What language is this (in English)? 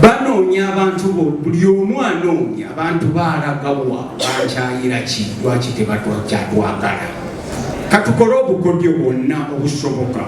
Ganda